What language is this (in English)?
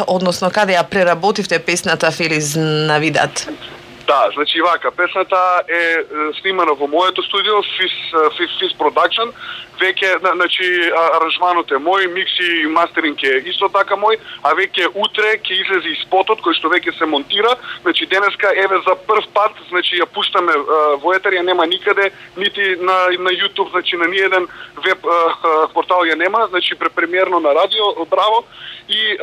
Macedonian